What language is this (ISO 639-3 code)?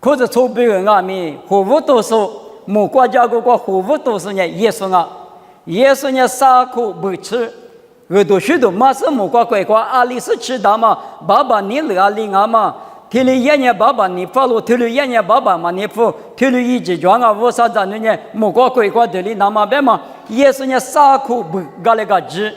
lis